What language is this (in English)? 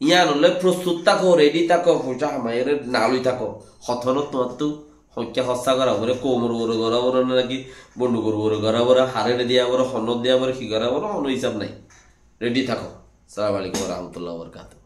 Rohingya